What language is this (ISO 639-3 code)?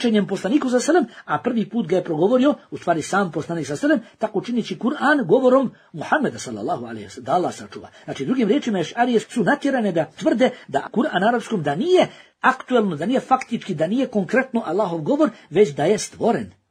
bos